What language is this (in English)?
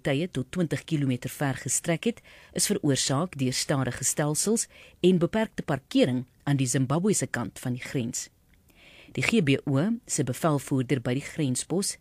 Afrikaans